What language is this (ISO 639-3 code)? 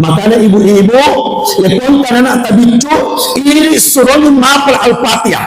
bug